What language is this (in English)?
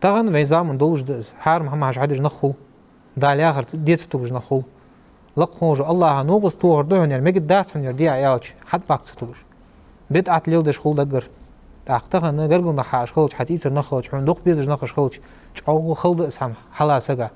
Ingush